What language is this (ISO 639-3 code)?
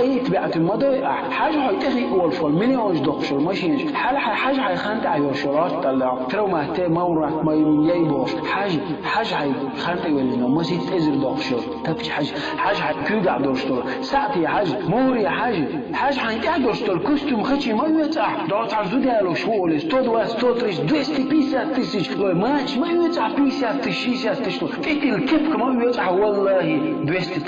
che